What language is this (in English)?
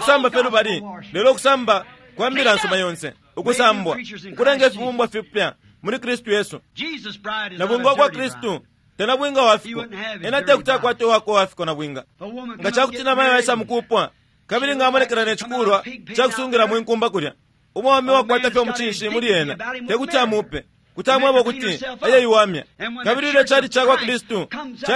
Bemba